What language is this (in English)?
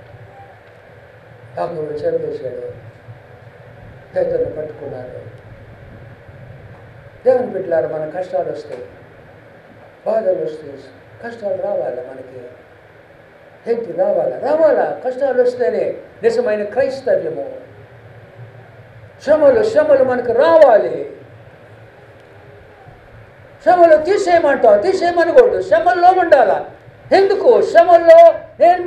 Telugu